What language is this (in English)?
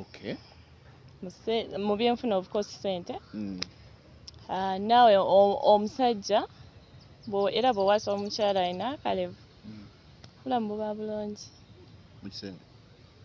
Ganda